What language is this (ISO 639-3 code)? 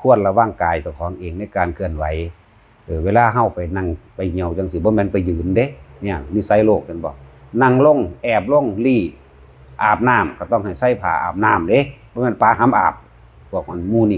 tts